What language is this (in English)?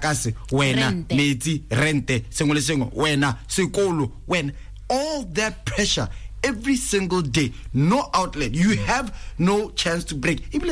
Tswana